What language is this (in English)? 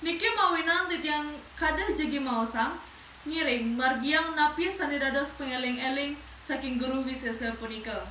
Balinese